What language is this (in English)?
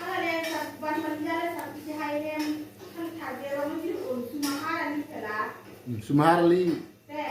Karbi